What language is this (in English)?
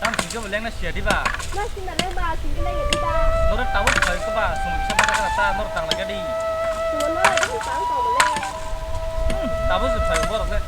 Kok Borok